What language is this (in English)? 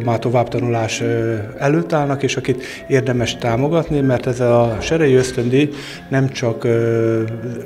Hungarian